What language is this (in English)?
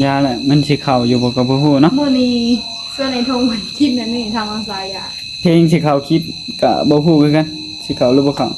Northeastern Thai